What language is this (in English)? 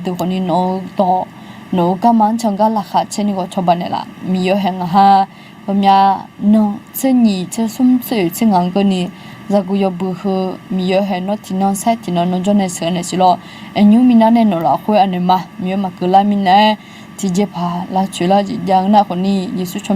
Akha